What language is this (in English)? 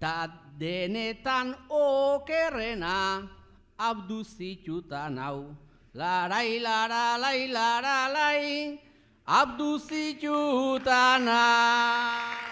Basque